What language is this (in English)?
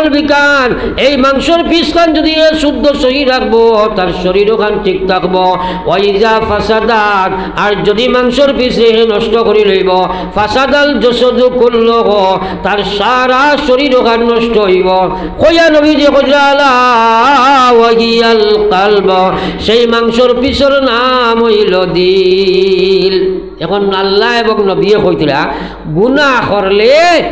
Sylheti